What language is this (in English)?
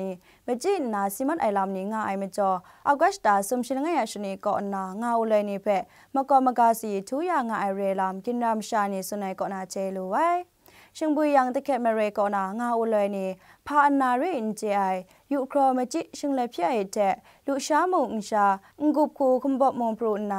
Kachin